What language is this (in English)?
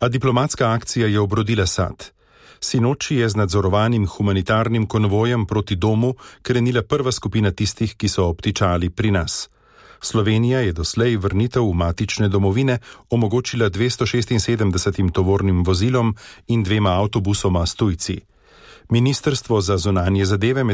Slovenian